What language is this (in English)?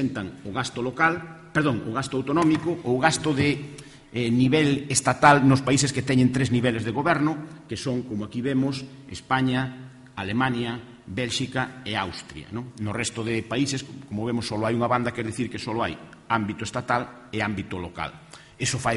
Galician